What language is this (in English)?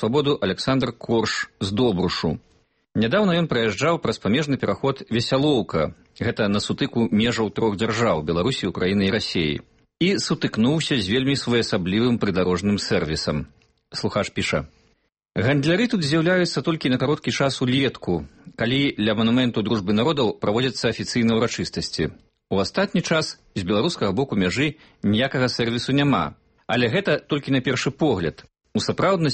Belarusian